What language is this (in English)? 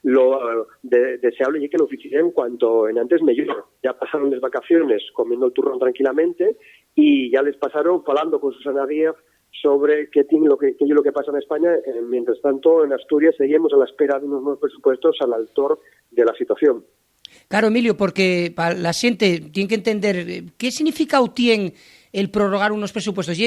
Asturian